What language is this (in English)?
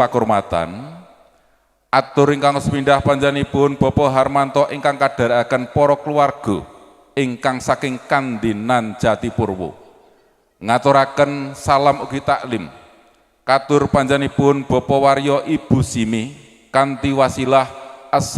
Javanese